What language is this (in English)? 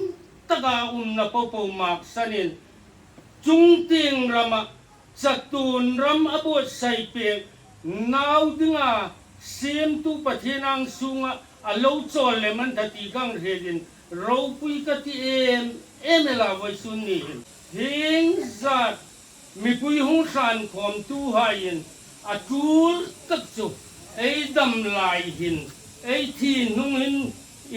Hmar